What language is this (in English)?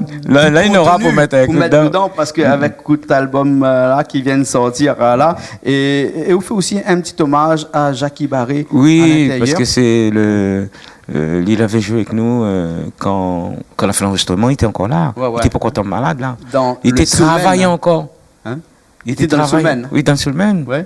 Réunion Creole French